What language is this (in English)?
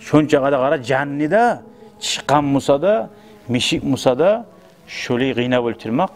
Kumyk